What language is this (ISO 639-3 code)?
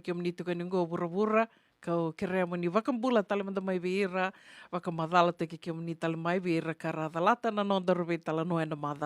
fij